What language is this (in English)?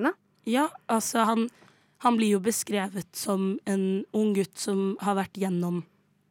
Norwegian